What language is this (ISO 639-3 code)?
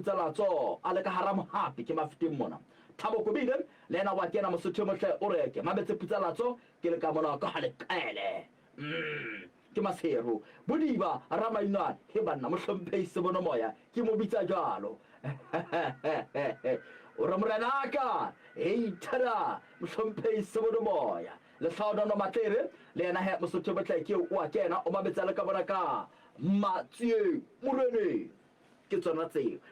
sot